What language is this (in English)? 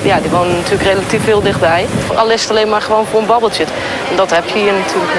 Dutch